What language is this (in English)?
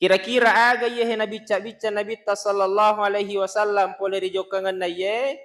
Buginese